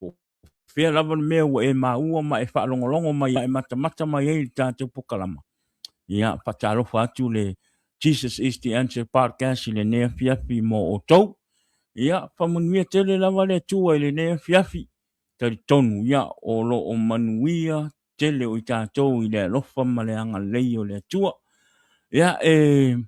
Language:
Samoan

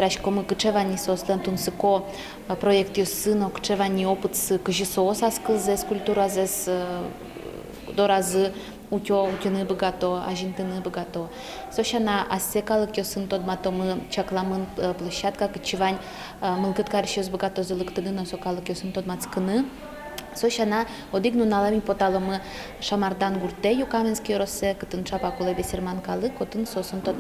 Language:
Udmurt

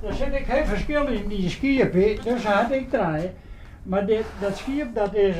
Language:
Western Frisian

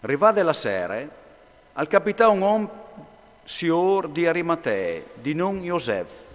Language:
Friulian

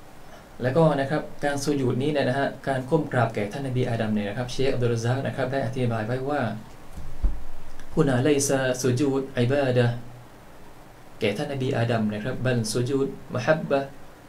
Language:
Thai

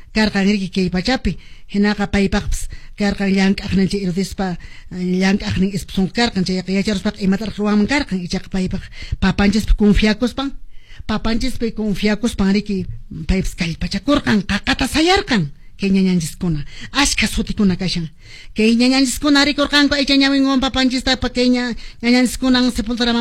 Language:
Quechua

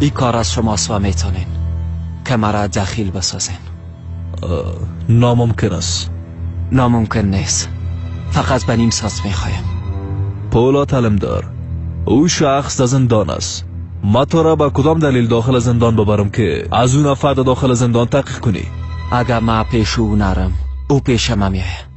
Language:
Persian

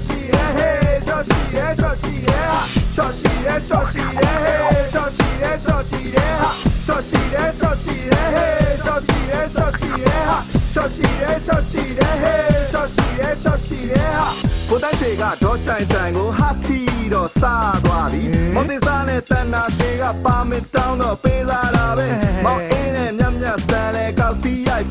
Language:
Burmese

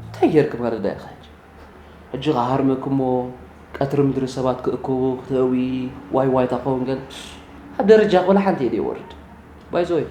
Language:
Tigrinya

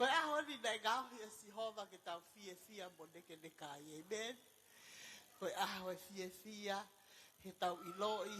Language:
Tongan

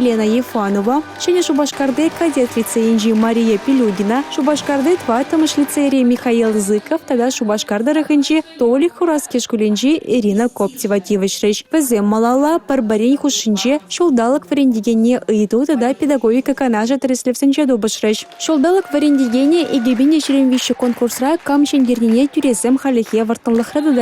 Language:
Chuvash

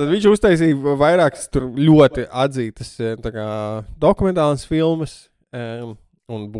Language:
Latvian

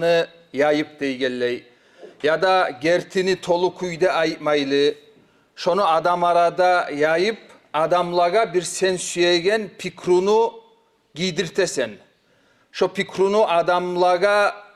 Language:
Kumyk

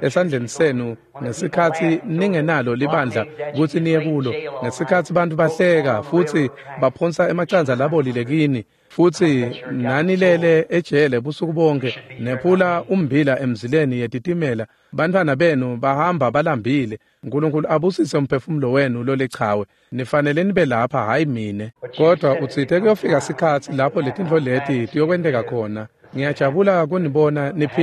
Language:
Swati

